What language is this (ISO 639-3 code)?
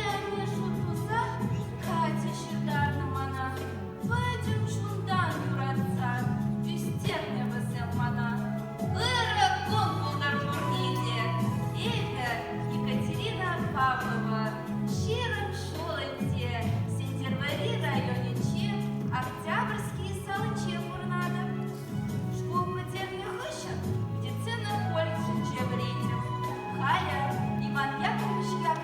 chv